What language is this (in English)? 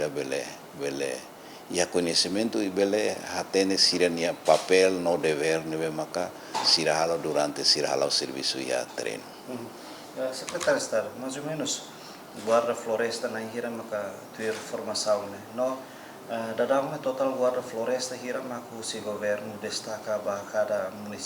Tetum